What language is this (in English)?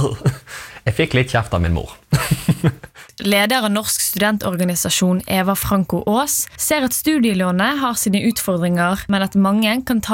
Norwegian